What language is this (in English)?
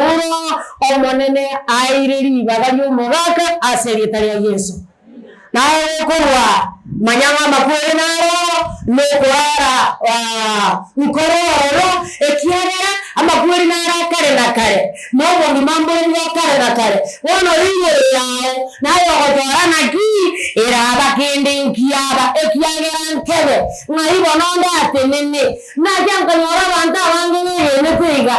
Gusii